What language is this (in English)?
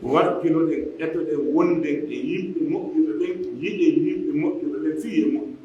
Pular